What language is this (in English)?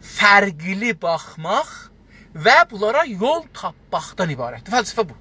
South Azerbaijani